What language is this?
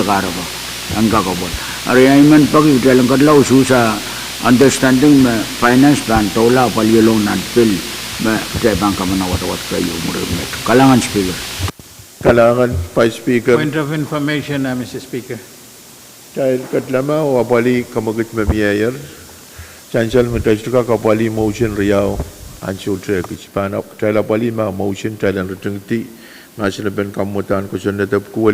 Pohnpeian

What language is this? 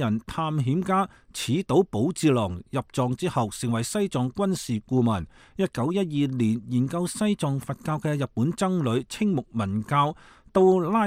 Cantonese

